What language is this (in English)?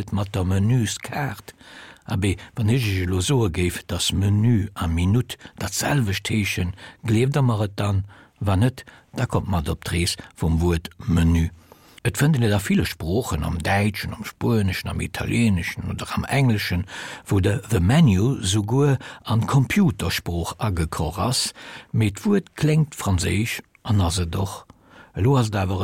Luxembourgish